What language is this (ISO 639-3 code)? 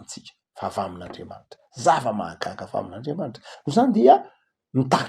mlg